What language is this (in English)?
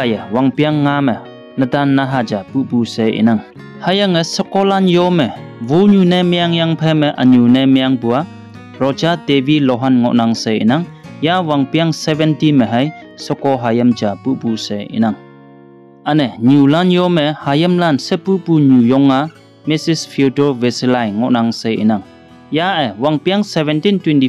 Konyak Naga